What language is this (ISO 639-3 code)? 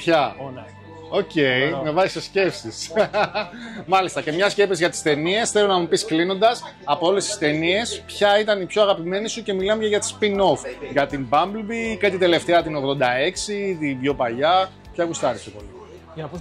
ell